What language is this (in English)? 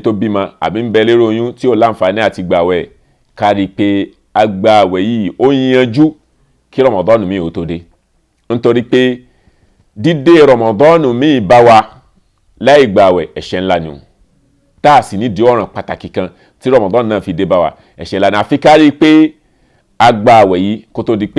Yoruba